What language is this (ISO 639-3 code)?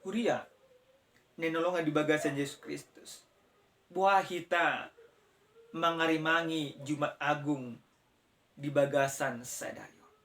bbc